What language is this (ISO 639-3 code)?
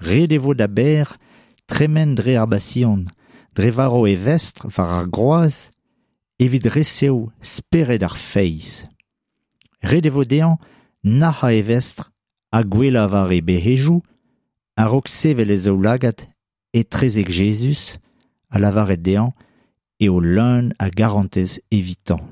bre